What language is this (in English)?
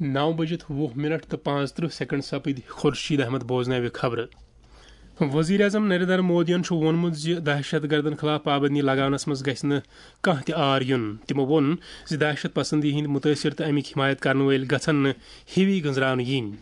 Kashmiri